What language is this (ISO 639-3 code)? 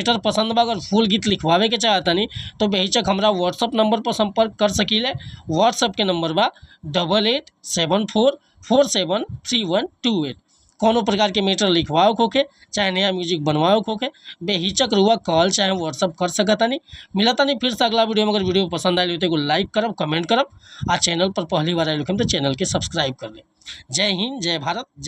bho